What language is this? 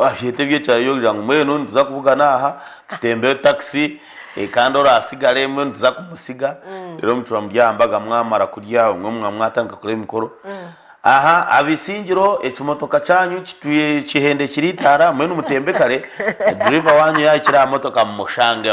Nyankole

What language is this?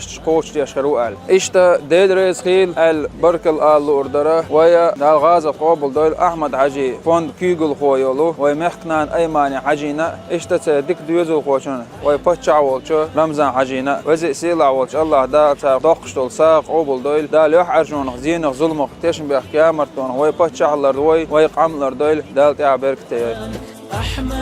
Chechen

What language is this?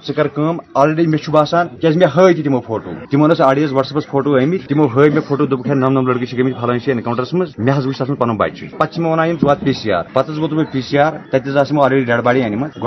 Kashmiri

